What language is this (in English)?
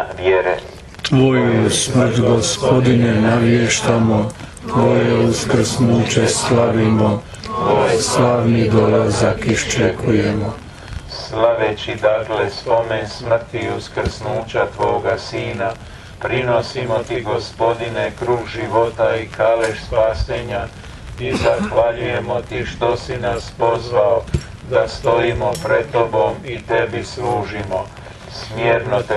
Croatian